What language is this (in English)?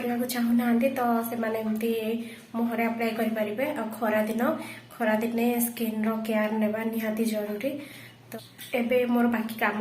Odia